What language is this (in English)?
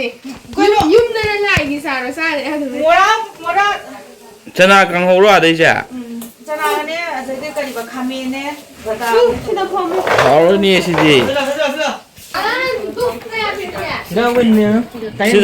Manipuri